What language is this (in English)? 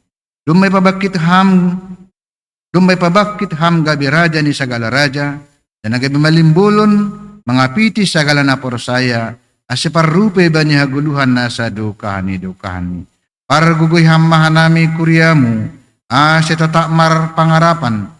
Batak Simalungun